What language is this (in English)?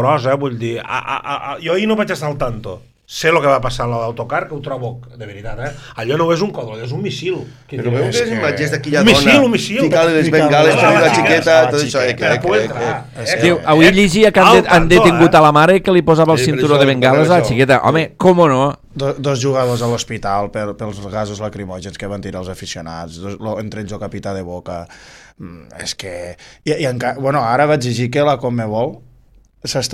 Catalan